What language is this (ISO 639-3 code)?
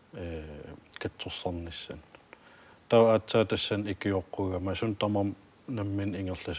kal